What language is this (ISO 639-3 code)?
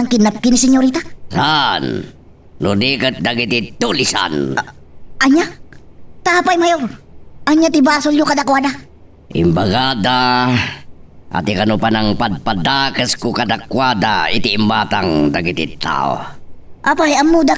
ilo